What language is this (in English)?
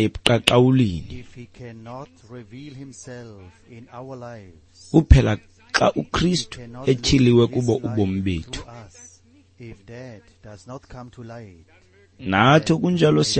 Xhosa